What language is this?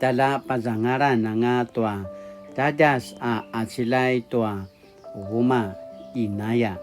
Paiwan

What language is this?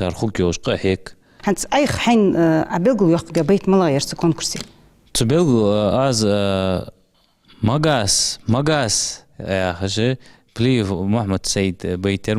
Ingush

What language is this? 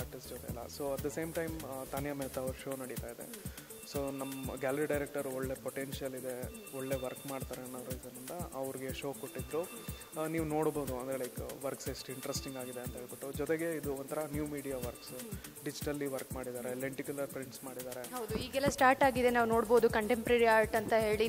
Kannada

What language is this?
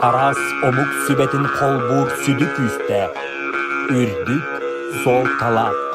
Yakut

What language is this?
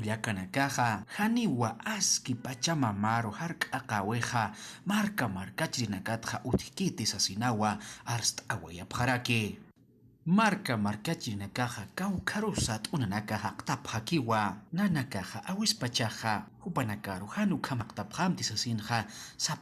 Aymara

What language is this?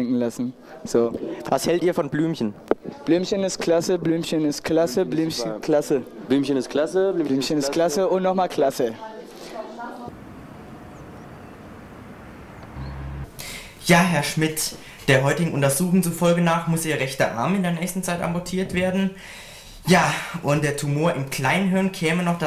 German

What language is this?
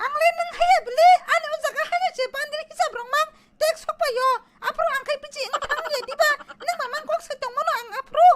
Kok Borok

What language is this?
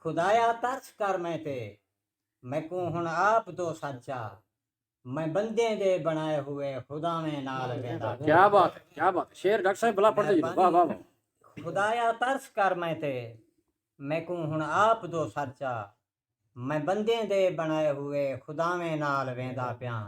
Saraiki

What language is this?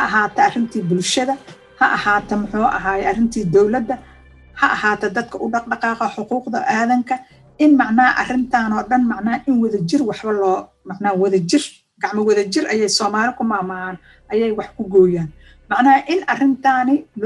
Somali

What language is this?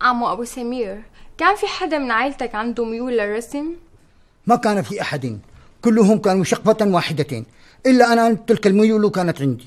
North Levantine Arabic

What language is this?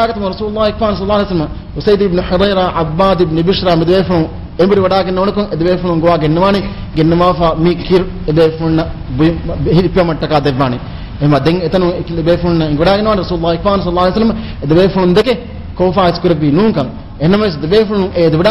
Divehi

